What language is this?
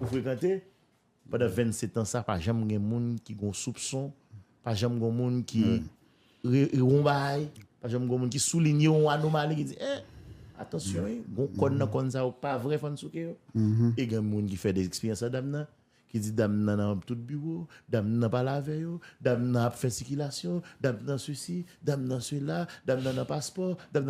Haitian Creole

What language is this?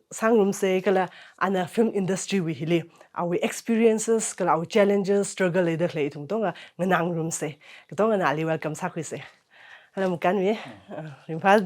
Tangkhul Naga (India)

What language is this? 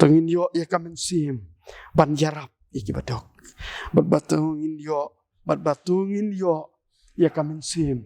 Khasi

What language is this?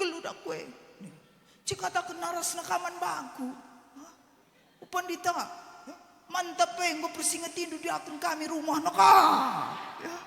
Batak Karo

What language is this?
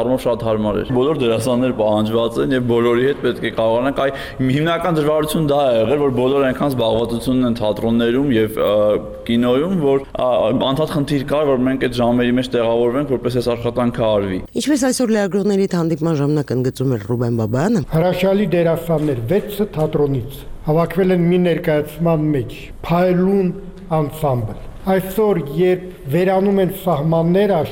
Armenian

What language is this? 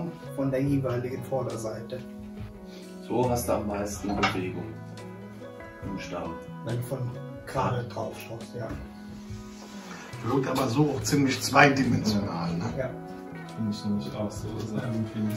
German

